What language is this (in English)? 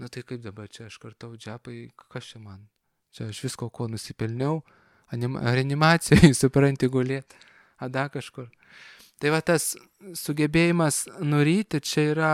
Lithuanian